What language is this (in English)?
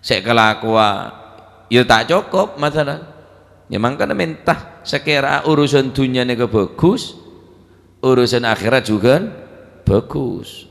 Madurese